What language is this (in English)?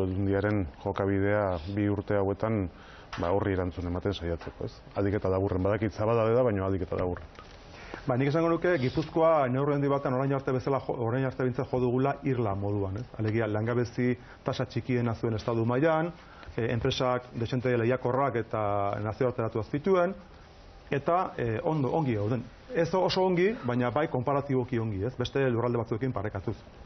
Basque